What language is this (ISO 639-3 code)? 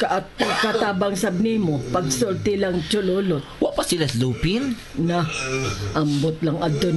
ceb